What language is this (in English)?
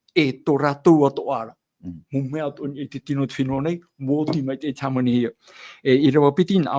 Tahitian